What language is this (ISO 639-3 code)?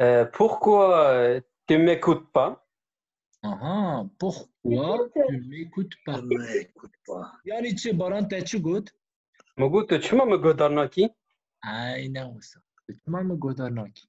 kur